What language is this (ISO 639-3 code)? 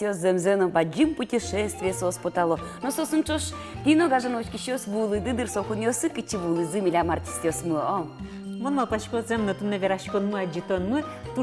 udm